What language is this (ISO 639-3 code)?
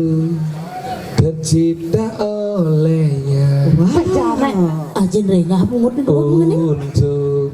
ban